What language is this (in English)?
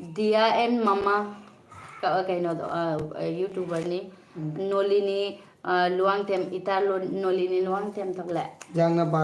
Manipuri